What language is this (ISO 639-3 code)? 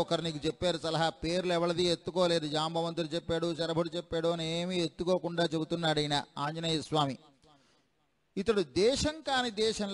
tel